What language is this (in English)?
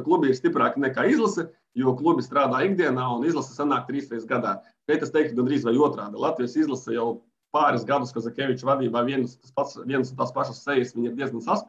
Latvian